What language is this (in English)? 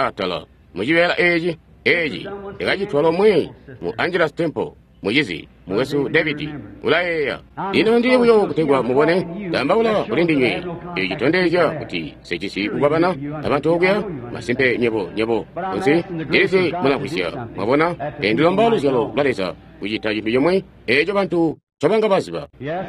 Tonga (Zambia)